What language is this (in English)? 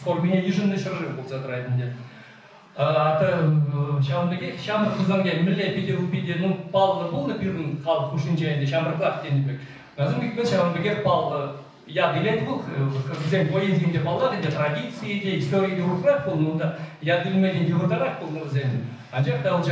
Chuvash